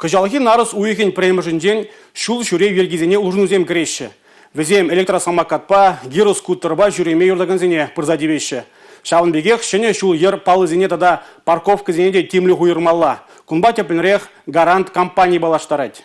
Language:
Chuvash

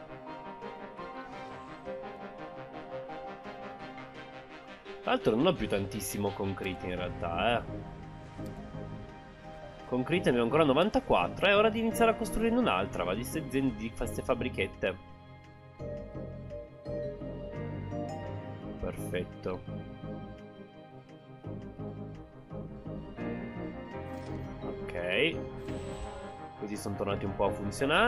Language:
Italian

